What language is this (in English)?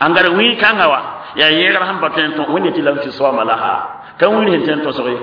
Mossi